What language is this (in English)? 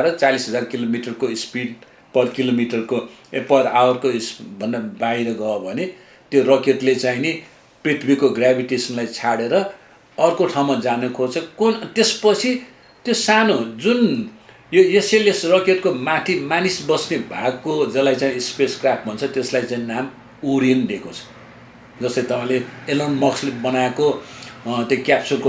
Nepali